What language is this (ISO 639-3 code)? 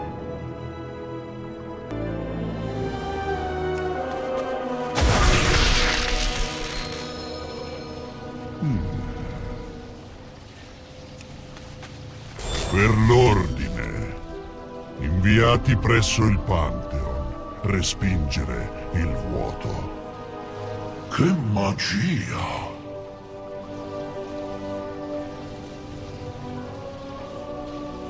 ita